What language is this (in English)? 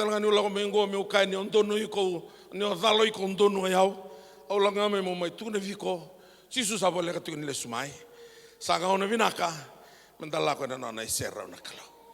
Fijian